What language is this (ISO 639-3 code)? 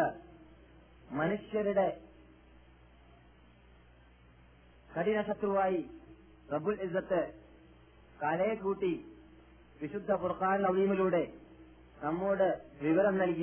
mal